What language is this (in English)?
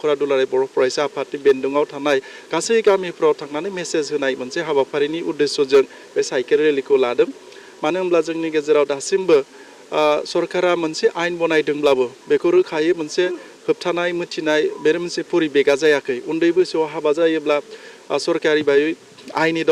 Bodo